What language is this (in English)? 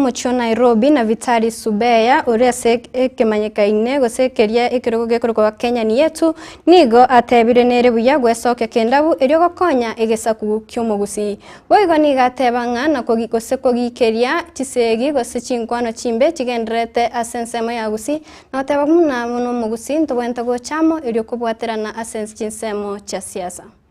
Gusii